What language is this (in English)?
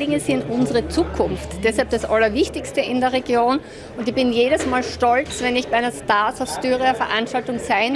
German